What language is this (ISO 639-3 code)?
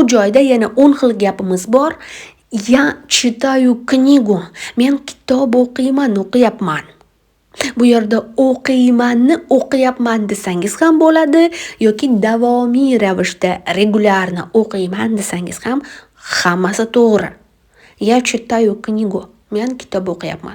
uzb